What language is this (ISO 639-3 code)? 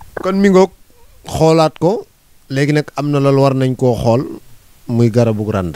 wol